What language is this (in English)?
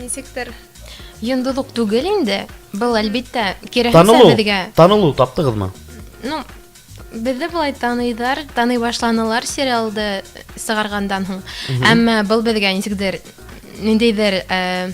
Bashkir